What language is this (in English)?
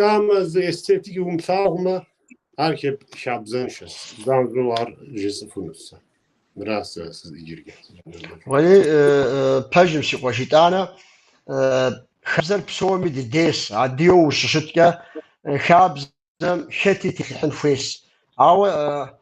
Kabardian